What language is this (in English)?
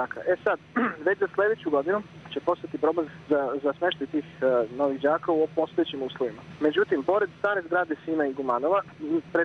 Serbian